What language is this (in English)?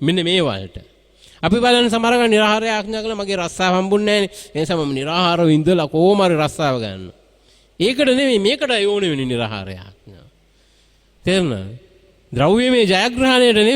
Sinhala